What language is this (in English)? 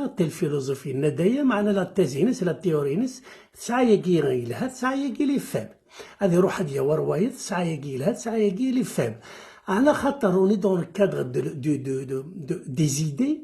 Kabyle